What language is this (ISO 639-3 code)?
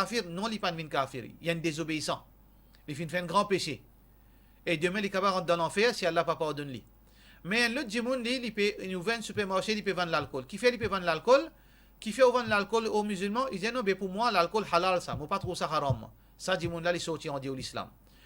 mfe